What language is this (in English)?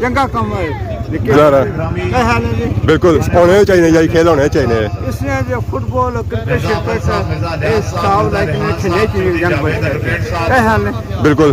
Pahari-Potwari